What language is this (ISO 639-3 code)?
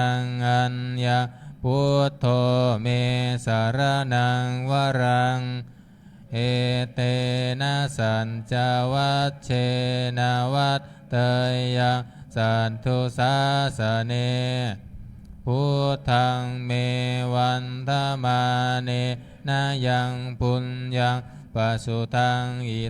pli